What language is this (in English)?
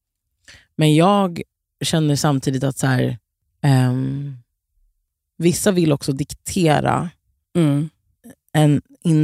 Swedish